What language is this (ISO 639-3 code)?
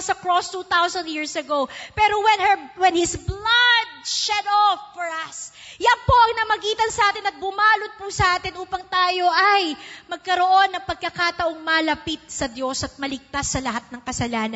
fil